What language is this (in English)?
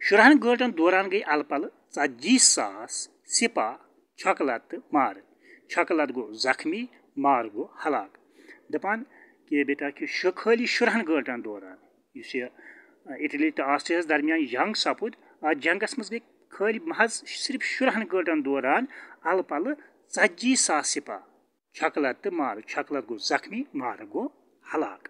Kashmiri